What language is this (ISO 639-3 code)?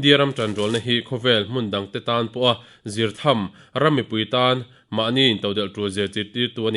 lus